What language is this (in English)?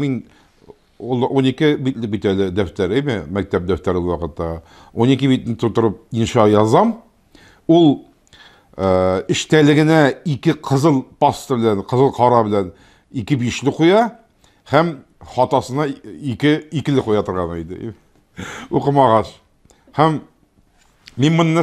Tatar